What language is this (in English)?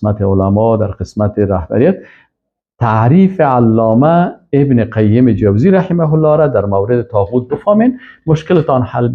Persian